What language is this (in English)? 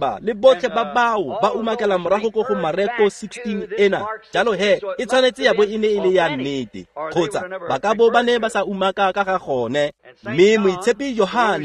Tswana